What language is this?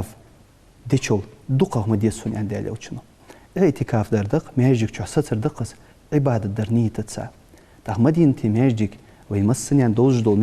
Ingush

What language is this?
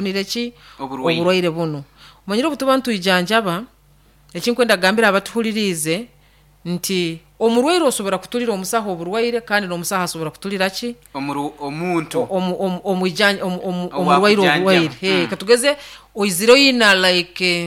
Nyoro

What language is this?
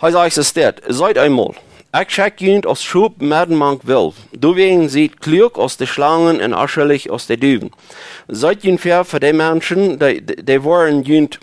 Plautdietsch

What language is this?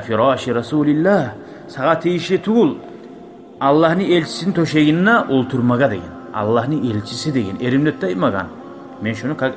Kumyk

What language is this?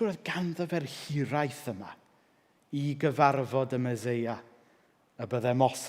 Welsh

